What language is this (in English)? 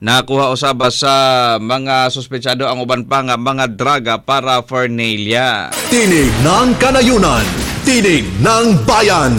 Cebuano